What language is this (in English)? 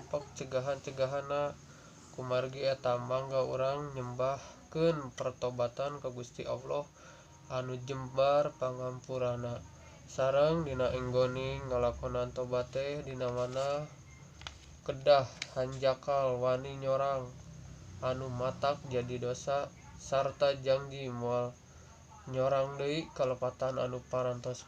Sundanese